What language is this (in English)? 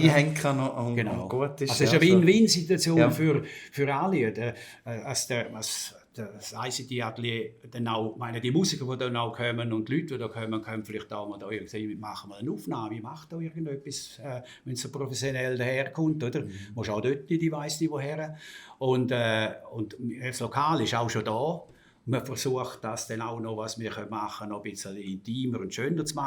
Swiss German